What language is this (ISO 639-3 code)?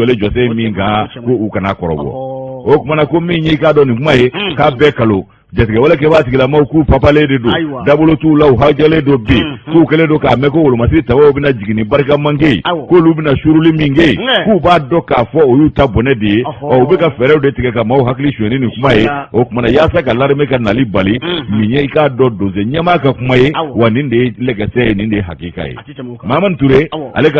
bam